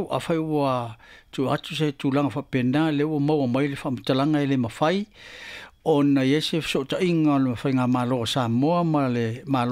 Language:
Samoan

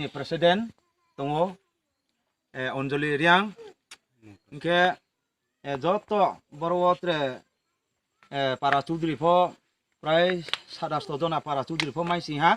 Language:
Riang (India)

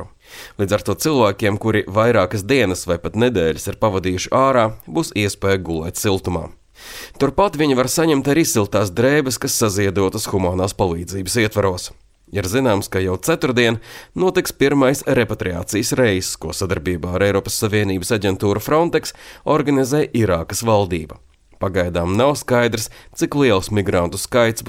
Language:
Latvian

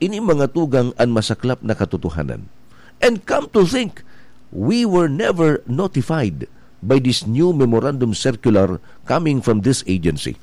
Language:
Bikol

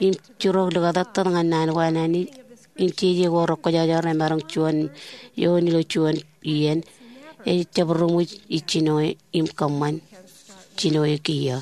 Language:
Marshallese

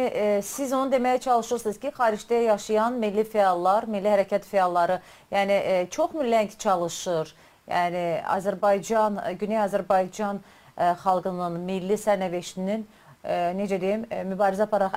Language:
South Azerbaijani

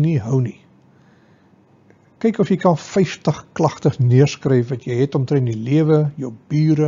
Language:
Afrikaans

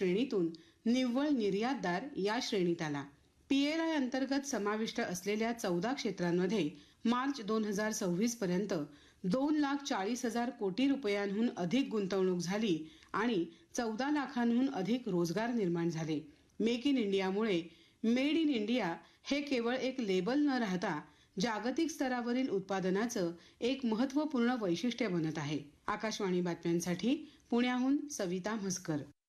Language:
Marathi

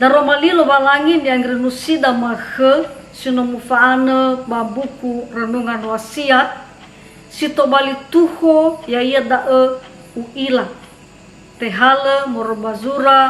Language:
Nias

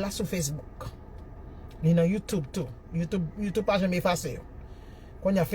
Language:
Haitian Creole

